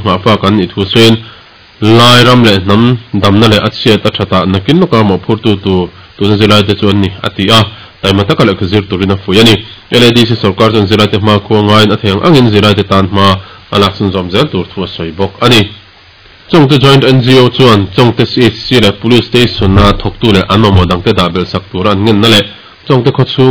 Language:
Mizo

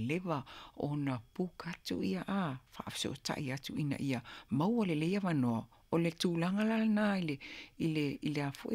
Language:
Samoan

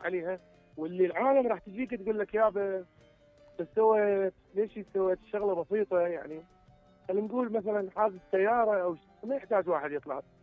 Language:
Mesopotamian Arabic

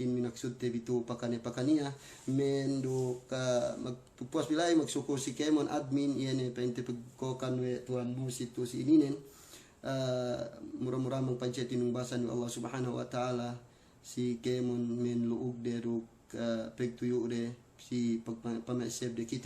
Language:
Yakan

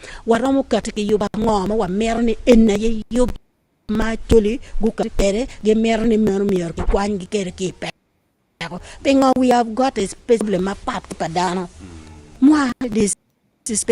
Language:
Acoli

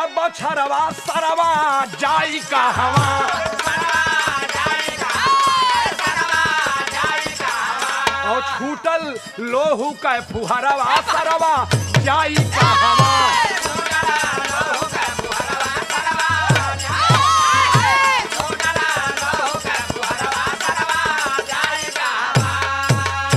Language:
Bhojpuri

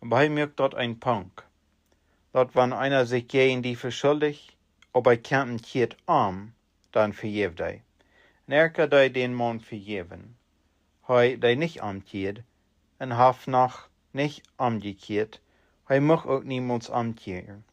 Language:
Plautdietsch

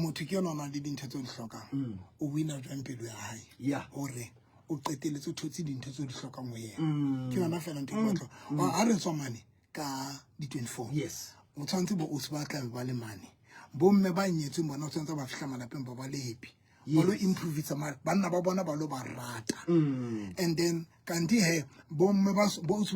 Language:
Southern Sotho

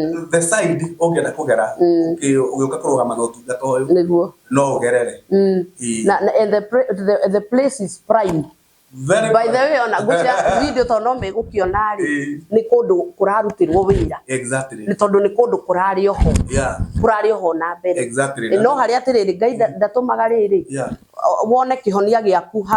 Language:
Kikuyu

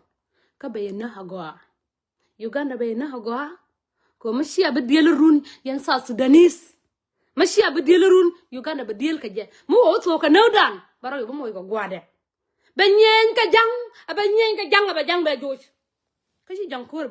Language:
Nuer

